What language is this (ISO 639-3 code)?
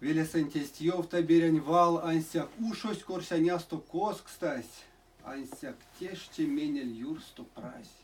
myv